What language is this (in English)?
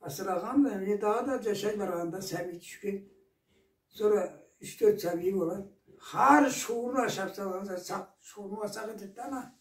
Karachay-Balkar